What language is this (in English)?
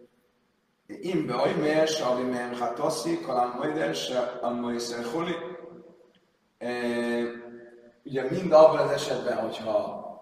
Hungarian